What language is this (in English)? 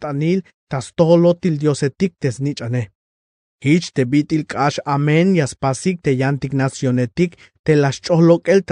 Tzeltal